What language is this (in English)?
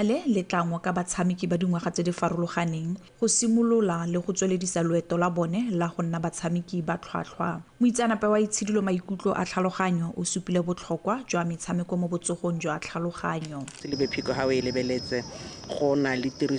Tswana